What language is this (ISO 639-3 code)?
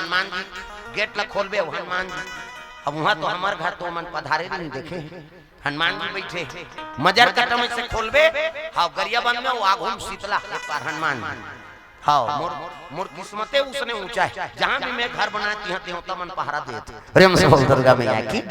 hne